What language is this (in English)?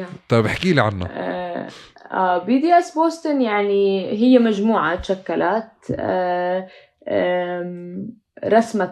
North Levantine Arabic